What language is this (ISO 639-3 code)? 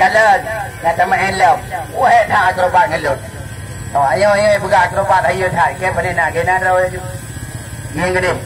ace